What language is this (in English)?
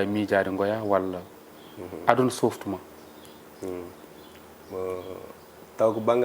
Fula